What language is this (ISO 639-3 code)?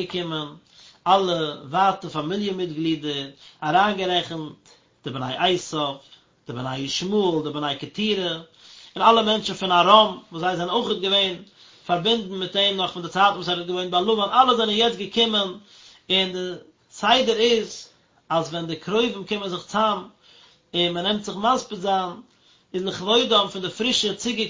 yid